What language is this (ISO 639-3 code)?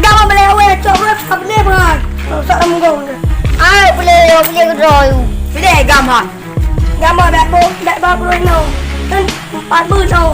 ace